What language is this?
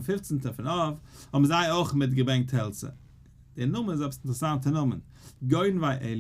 Yiddish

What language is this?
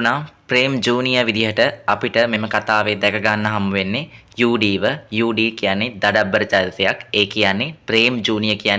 Sinhala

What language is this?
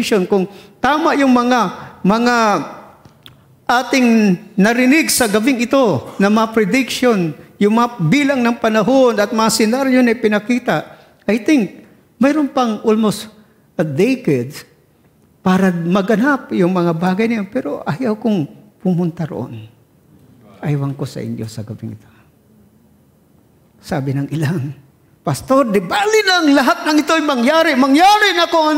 Filipino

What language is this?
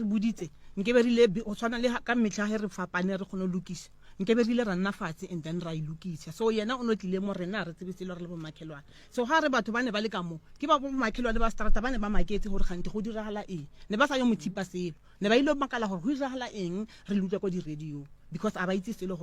Northern Sotho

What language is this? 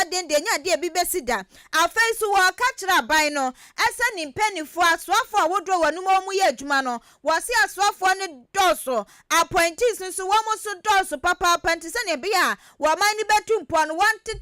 Akan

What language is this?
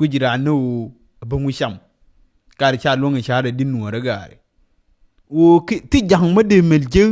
Nuer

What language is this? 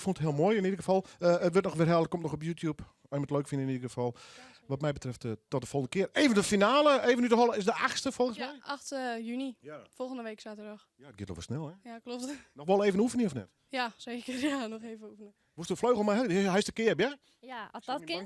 Western Frisian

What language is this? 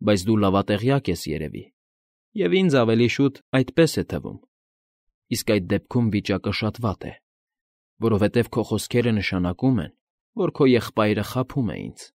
Armenian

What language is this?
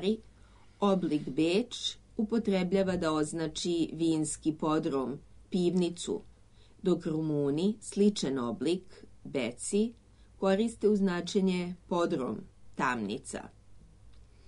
Serbian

